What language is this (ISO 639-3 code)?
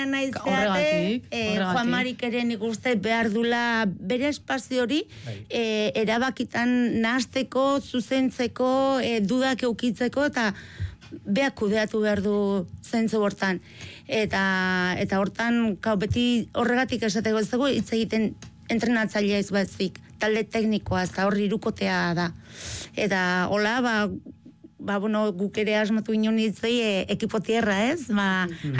eus